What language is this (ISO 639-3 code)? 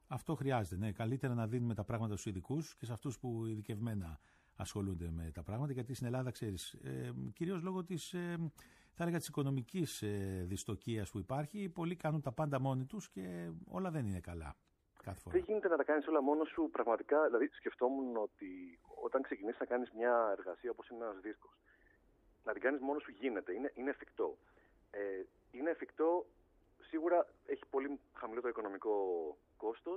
ell